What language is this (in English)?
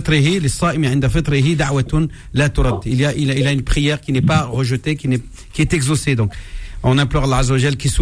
French